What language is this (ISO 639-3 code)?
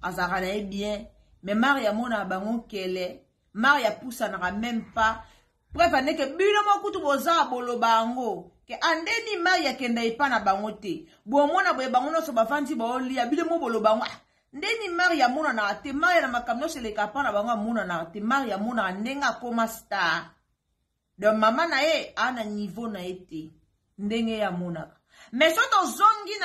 lin